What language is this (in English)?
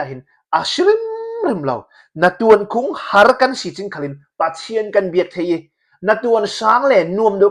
Falam Chin